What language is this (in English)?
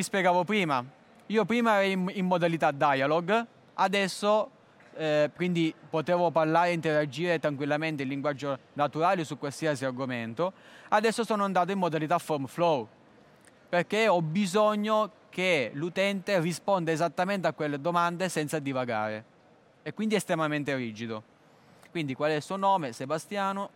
Italian